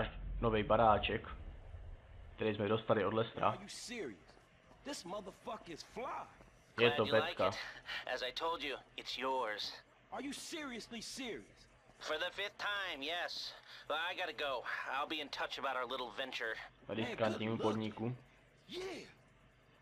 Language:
Czech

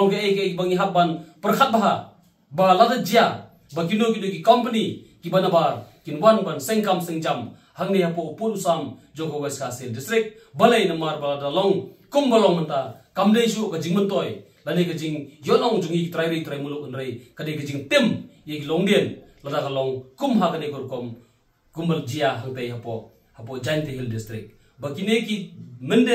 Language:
Khasi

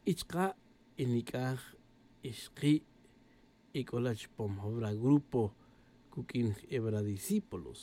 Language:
Tz'utujil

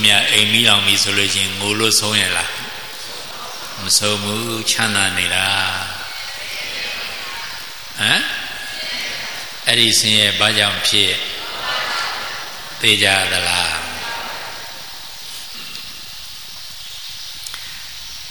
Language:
Burmese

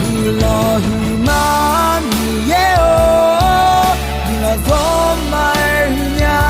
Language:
Akha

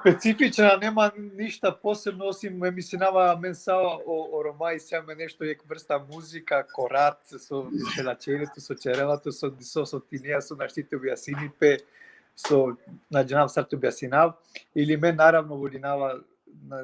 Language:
Balkan Romani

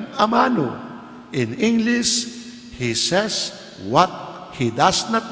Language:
Pampanga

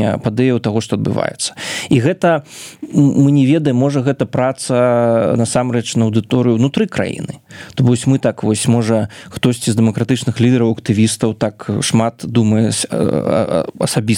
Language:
Belarusian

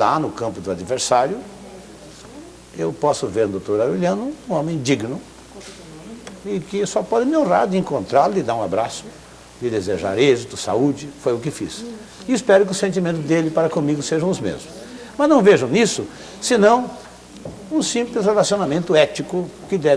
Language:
Portuguese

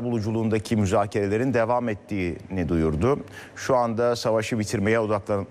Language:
Turkish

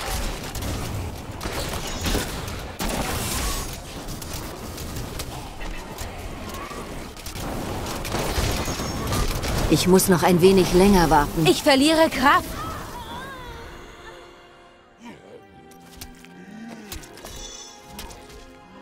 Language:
German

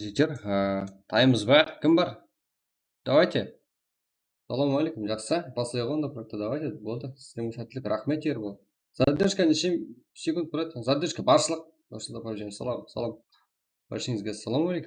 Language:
Kara-Kalpak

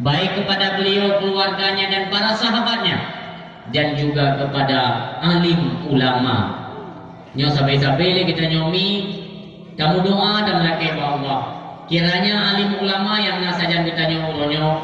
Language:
Achinese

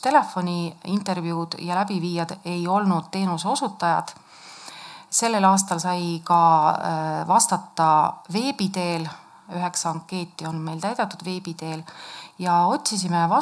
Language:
Estonian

